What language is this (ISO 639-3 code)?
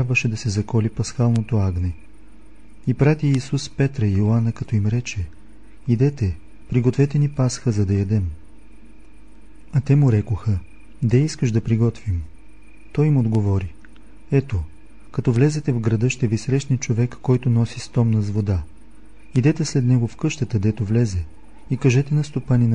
bul